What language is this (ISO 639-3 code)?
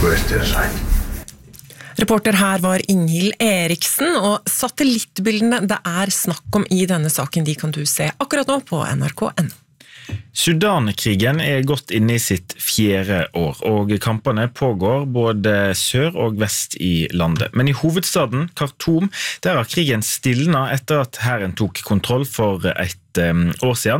nor